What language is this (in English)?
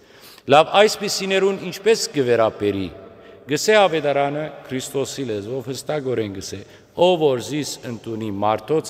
Western Armenian